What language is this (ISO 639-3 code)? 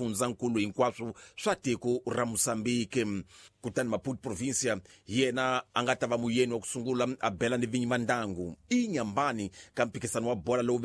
tso